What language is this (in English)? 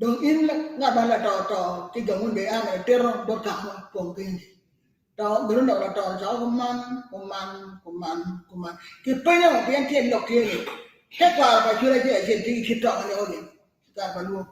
Acoli